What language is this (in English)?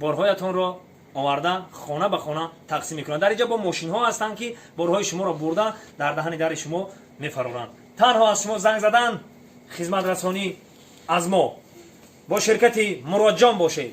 Tajik